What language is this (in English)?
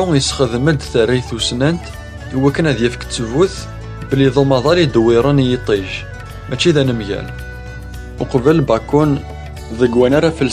Kabyle